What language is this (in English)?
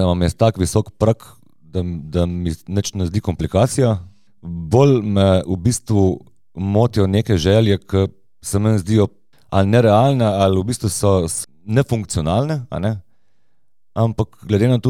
Slovenian